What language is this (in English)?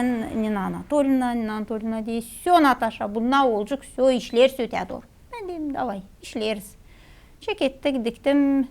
Gagauz